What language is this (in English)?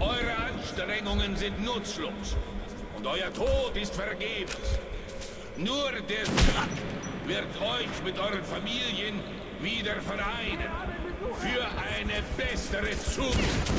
Swiss German